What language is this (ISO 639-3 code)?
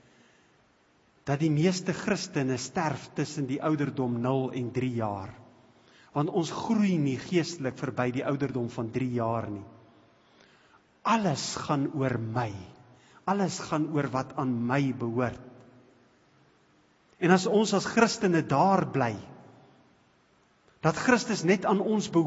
afr